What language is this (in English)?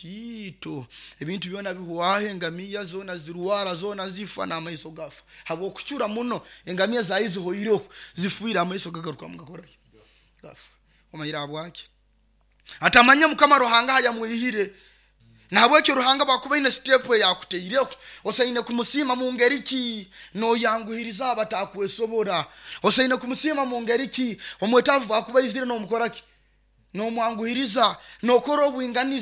Nyoro